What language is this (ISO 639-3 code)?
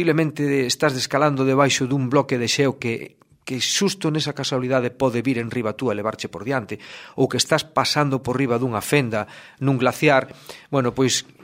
glg